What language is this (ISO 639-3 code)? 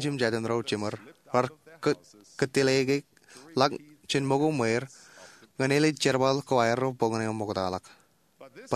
mah